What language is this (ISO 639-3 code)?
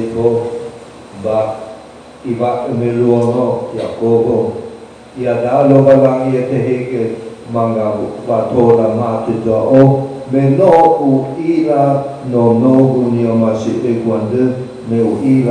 nia